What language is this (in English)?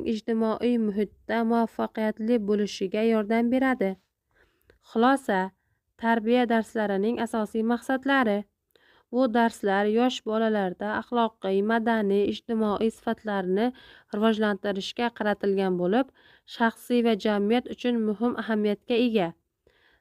Uzbek